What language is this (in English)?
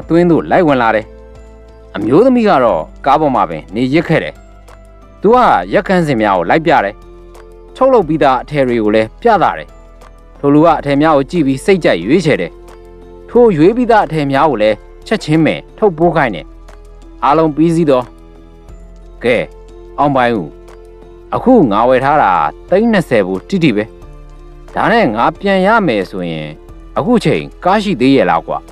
Burmese